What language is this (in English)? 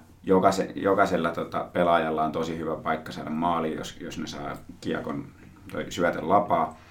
Finnish